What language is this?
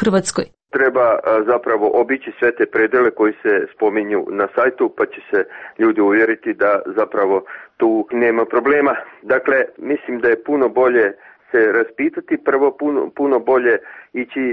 Serbian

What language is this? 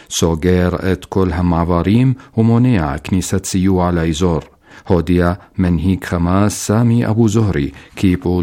Hebrew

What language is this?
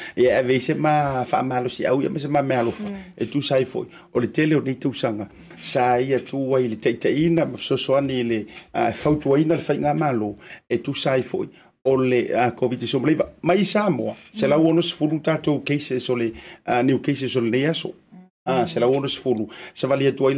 Samoan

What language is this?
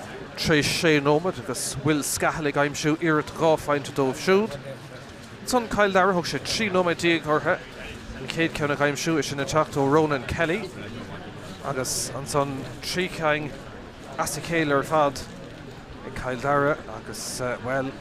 Irish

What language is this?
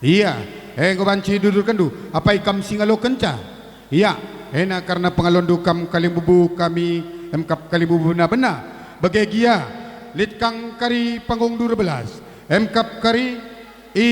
Batak Karo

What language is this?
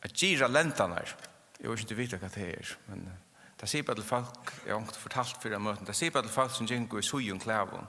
Faroese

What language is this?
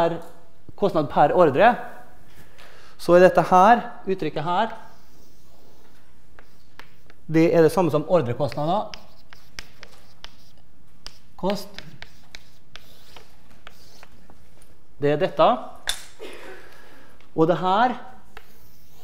Norwegian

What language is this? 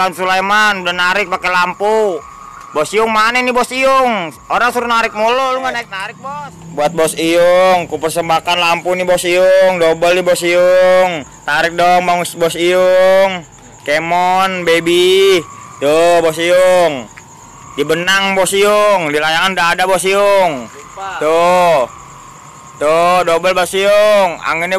Betawi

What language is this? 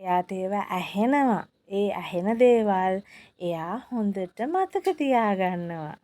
Sinhala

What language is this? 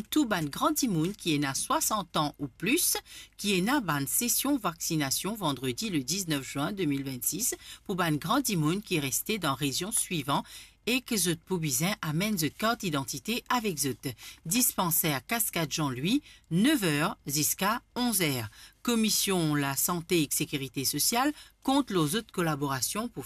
Morisyen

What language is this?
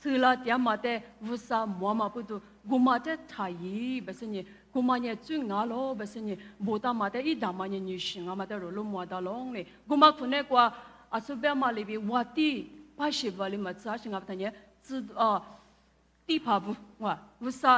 Lisu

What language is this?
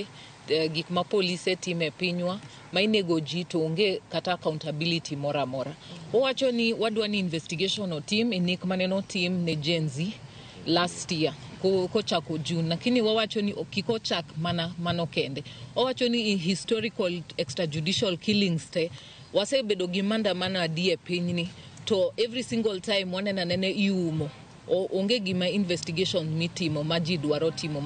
Luo (Kenya and Tanzania)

